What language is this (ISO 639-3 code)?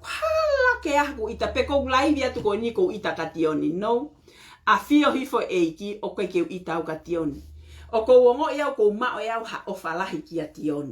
ton